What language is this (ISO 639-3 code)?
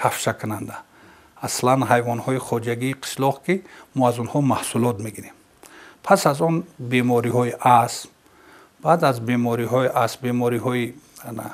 tgk